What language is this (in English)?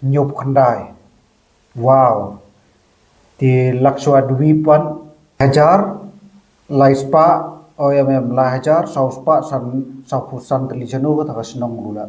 Khasi